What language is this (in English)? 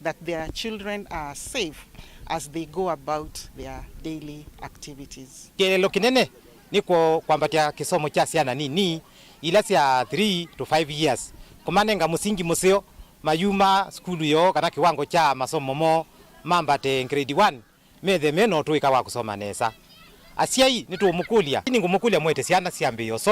Kamba